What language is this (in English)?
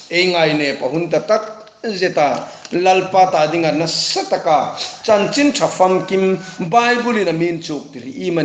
Hmar